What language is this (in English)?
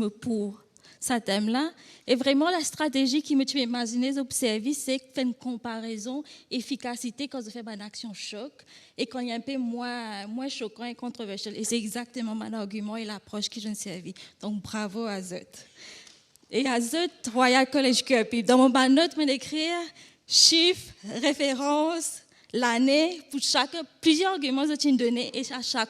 Morisyen